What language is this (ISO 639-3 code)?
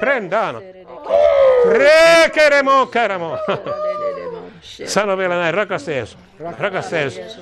fin